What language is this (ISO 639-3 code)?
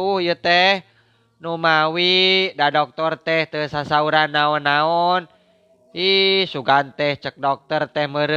sun